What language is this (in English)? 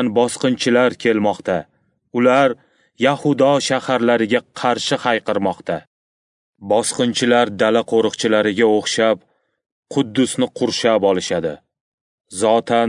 Uzbek